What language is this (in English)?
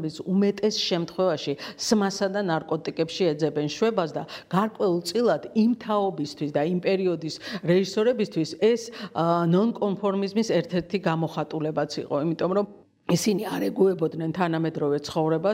Georgian